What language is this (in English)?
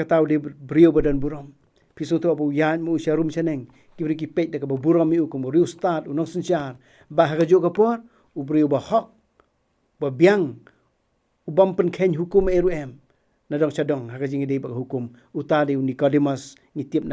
Khasi